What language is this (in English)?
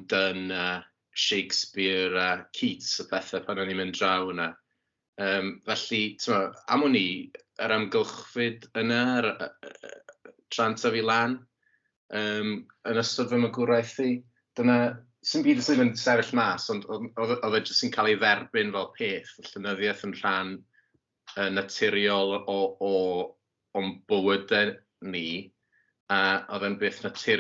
Welsh